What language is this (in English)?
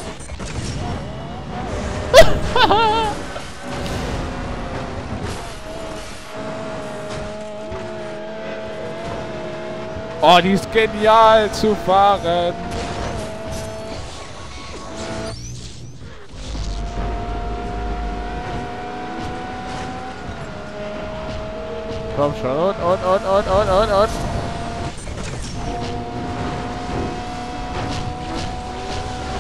German